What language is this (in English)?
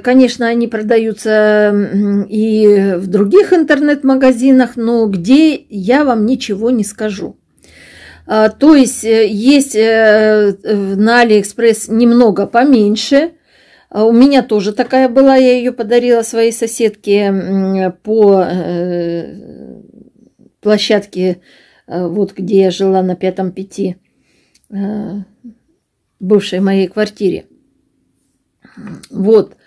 Russian